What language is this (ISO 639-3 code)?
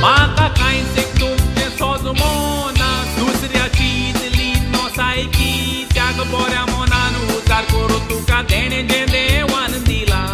kok